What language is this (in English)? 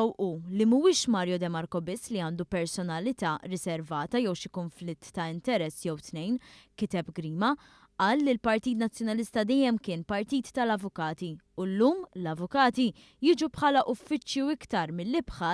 Maltese